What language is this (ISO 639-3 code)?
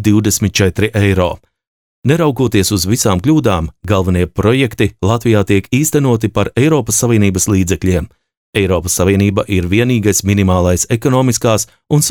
lav